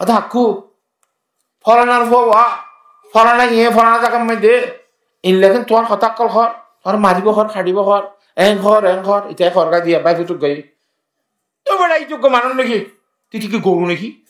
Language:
Rohingya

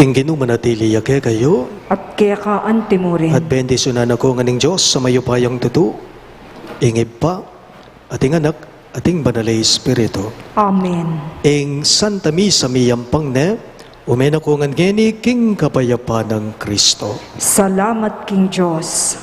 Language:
Pampanga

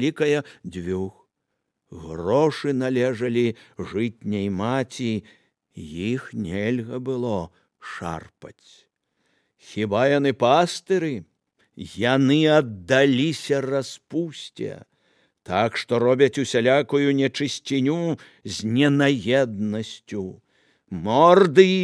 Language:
Belarusian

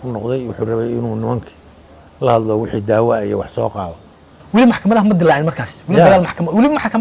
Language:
Somali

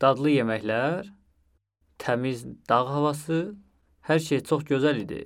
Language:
Azerbaijani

